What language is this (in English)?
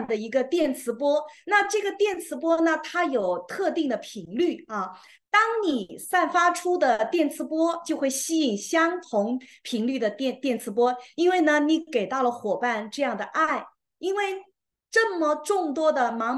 Chinese